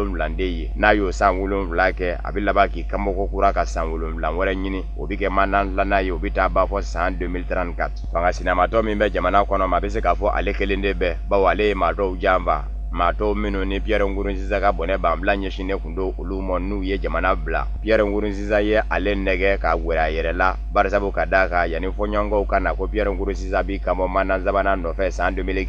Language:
Bambara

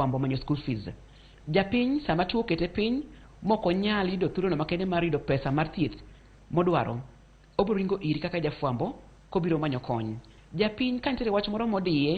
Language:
Luo (Kenya and Tanzania)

